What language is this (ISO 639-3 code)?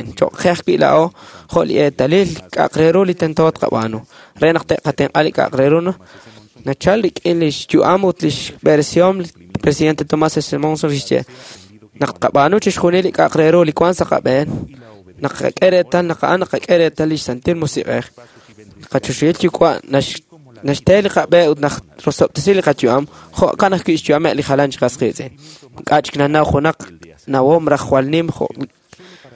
kek